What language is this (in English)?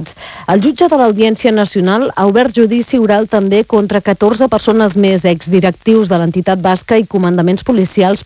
Catalan